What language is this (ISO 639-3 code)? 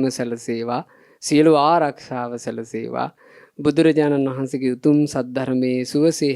sin